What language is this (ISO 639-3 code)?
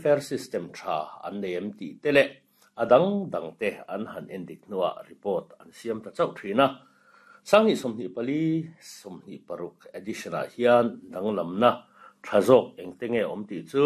lus